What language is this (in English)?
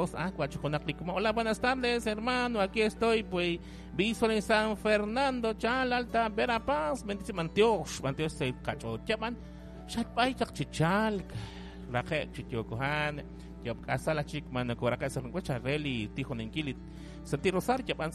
Kekchí